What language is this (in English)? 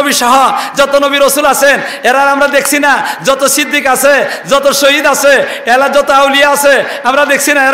Sylheti